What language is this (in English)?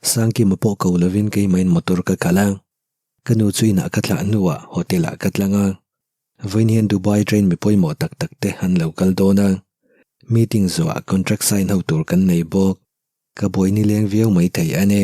Mizo